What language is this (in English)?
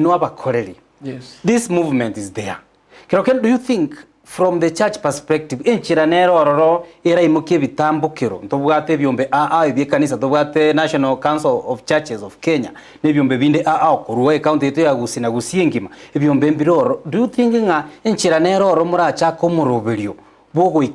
Gusii